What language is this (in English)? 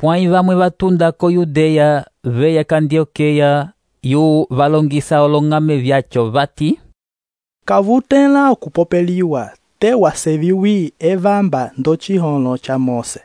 Umbundu